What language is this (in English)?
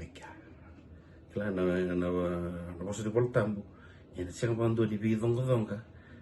Fijian